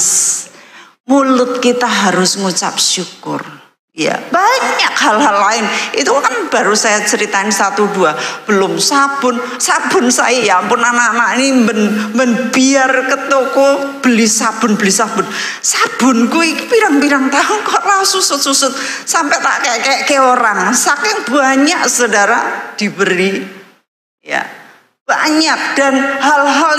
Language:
Indonesian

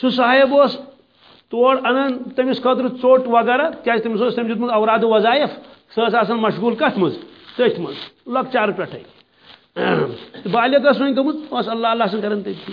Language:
Kashmiri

